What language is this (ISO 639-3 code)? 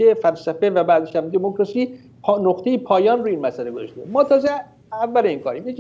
fas